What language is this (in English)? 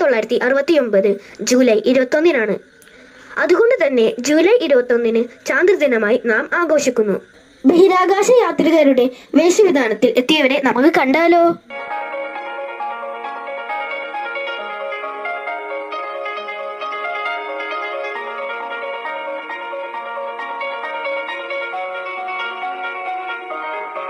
Malayalam